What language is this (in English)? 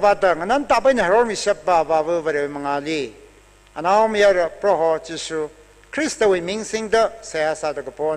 Tangkhul Naga (India)